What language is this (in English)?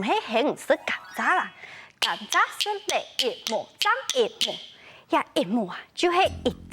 Hakka Chinese